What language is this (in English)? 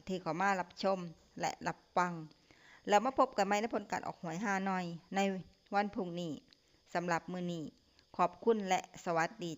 Lao